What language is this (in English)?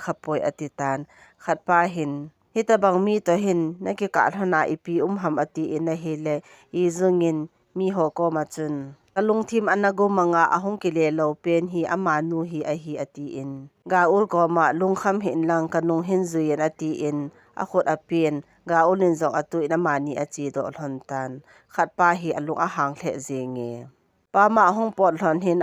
Thado Chin